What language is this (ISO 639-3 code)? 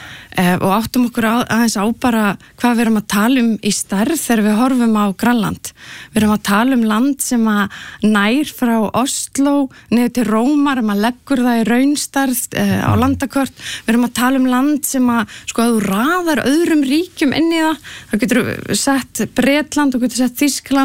isl